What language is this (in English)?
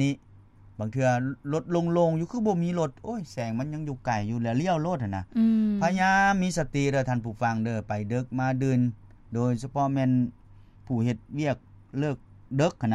Lao